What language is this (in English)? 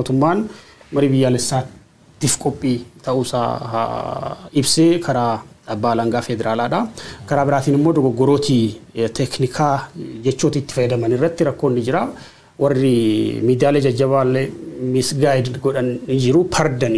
Oromo